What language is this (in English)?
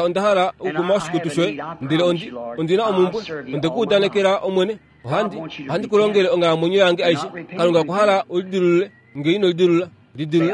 Kuanyama